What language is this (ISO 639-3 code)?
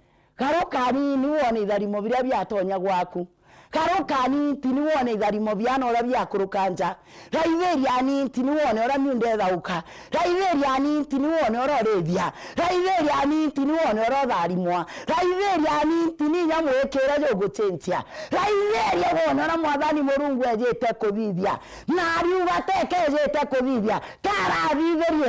mer